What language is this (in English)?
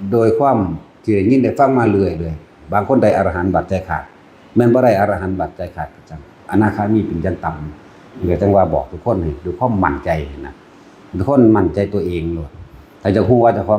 Northeastern Thai